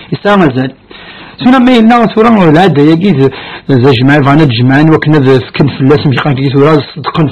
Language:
Kabyle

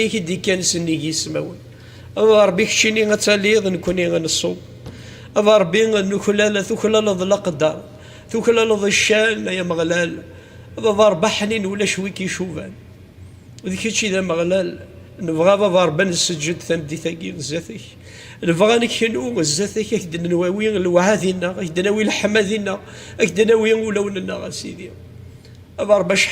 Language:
Kabyle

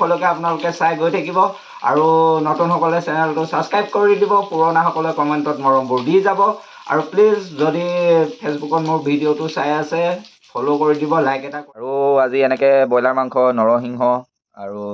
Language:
Assamese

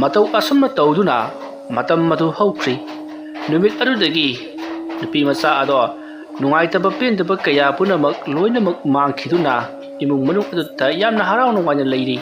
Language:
Manipuri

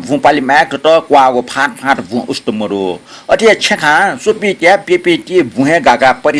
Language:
Newari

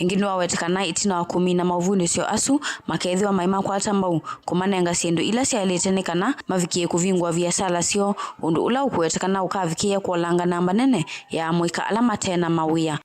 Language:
Kamba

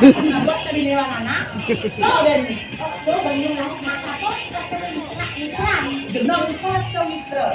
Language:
Balinese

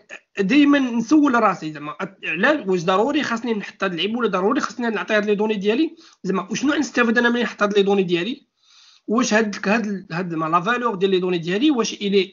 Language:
Moroccan Arabic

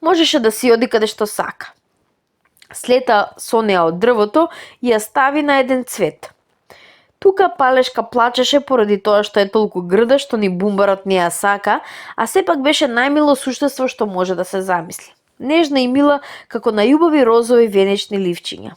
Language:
Macedonian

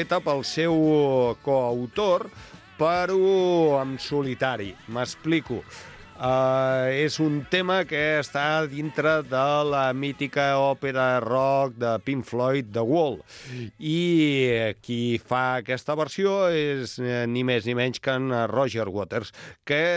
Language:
Catalan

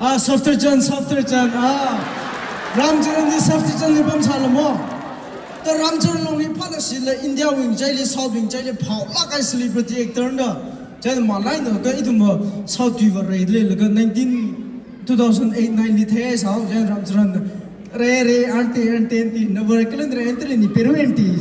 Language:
Tangkhul Naga (India)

